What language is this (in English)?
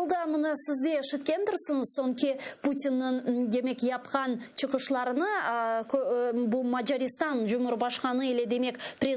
Crimean Tatar